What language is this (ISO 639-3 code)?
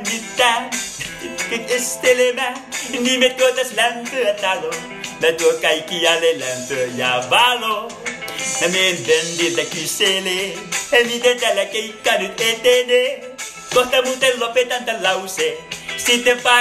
fin